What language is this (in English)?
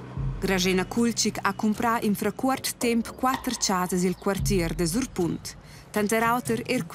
Romansh